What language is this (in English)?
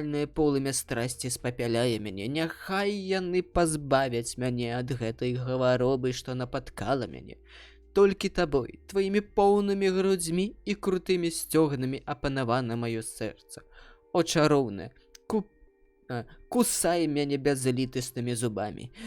Belarusian